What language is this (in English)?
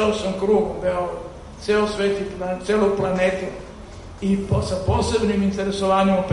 Serbian